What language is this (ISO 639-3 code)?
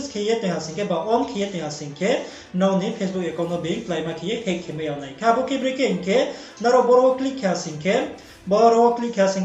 ria